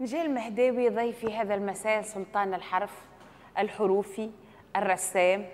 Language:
Tunisian Arabic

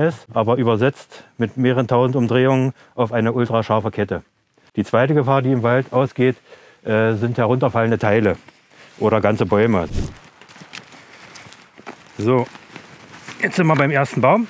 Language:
German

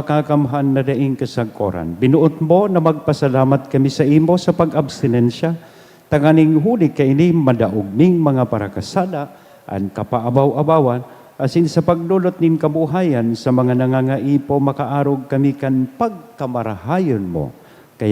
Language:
Bikol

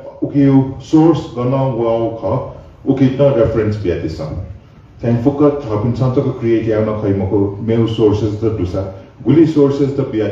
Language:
Newari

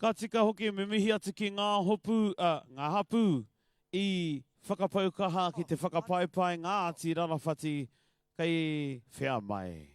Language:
Māori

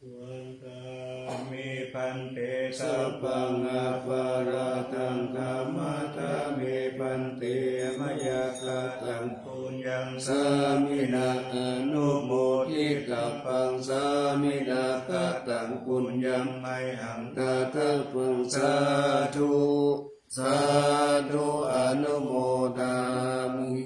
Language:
Pali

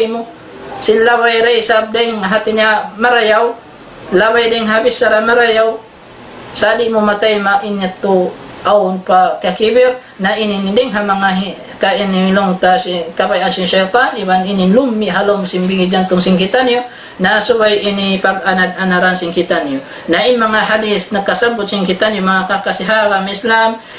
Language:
Tausug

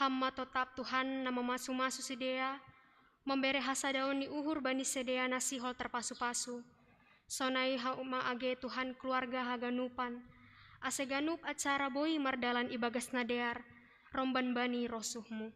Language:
Batak Simalungun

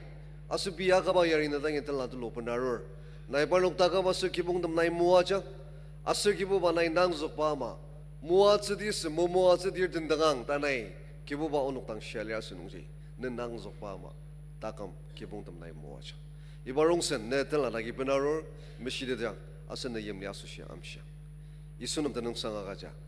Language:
Ao Naga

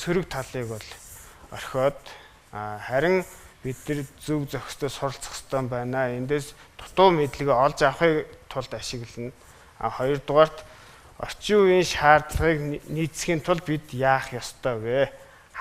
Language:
Mongolian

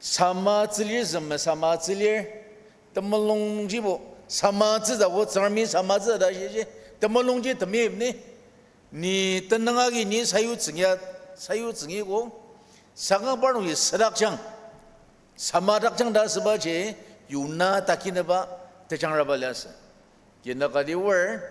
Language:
Ao Naga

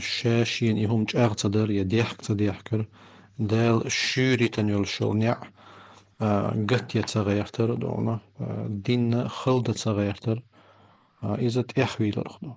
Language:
Chechen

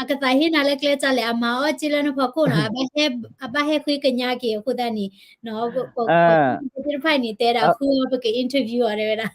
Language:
S'gaw Karen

